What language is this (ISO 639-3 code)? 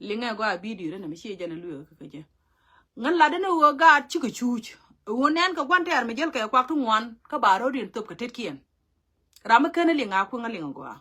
nus